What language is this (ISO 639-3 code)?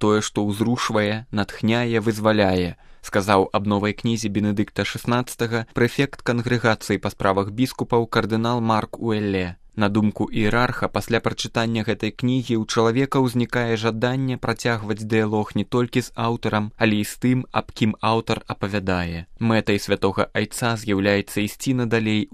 bel